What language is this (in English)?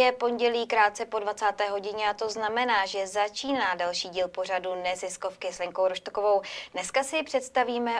Czech